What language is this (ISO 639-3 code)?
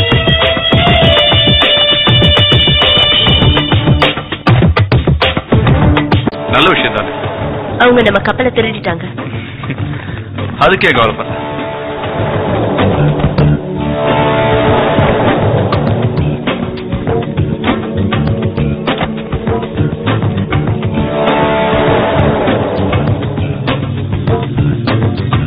tam